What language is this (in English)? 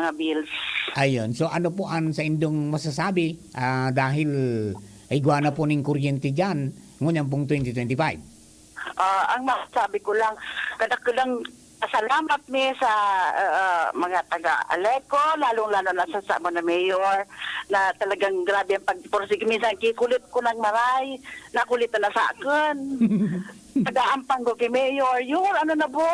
Bikol